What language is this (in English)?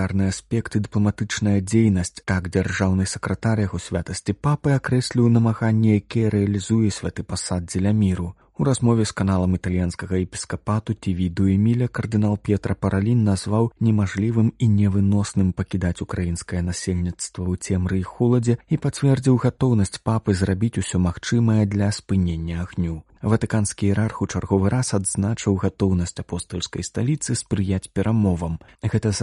Belarusian